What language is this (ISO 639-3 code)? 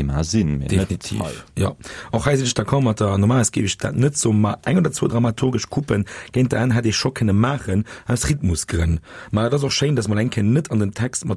ltz